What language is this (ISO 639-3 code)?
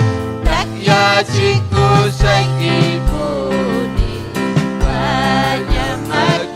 quy